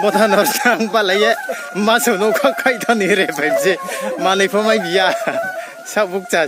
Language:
Riang (India)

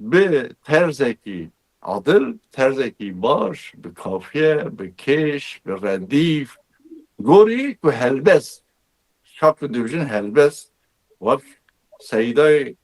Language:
Kurdish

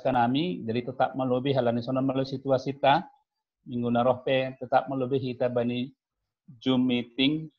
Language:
Batak Simalungun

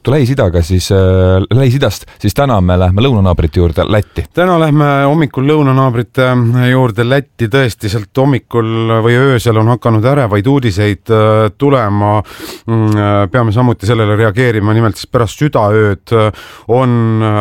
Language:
Estonian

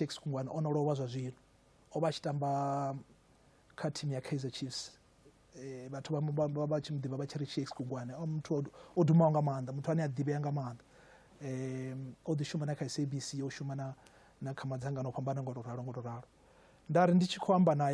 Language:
Venda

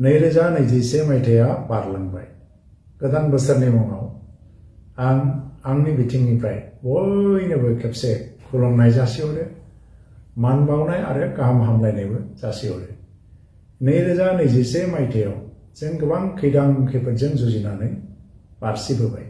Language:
Bodo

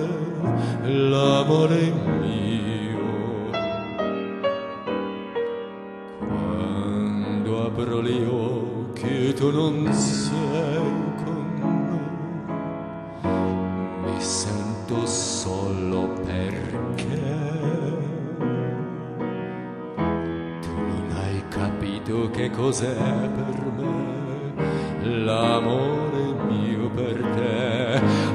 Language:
Italian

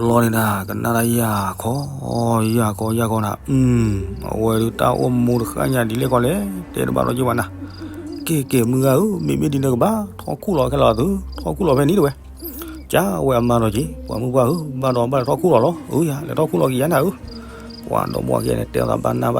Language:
S'gaw Karen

